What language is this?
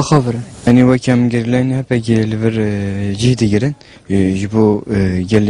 Central Kurdish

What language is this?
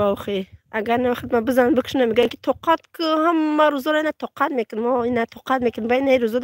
Tajik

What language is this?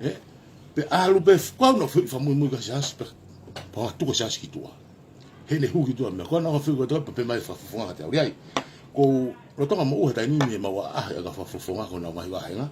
Tongan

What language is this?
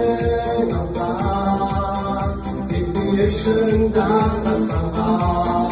Kazakh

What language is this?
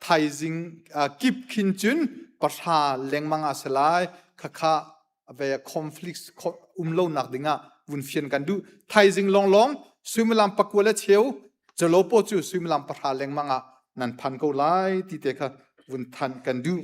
Hakha Chin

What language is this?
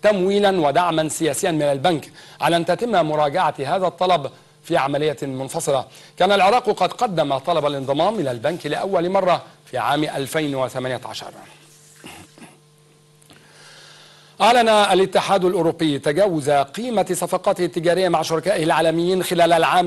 Arabic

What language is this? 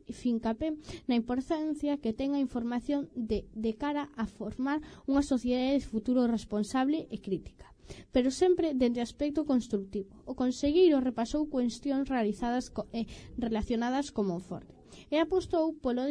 Galician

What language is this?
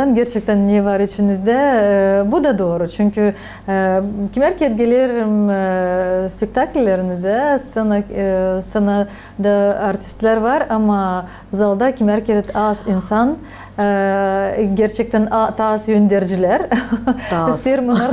Gagauz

